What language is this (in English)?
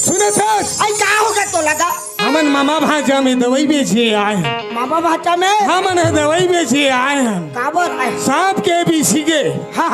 Chhattisgarhi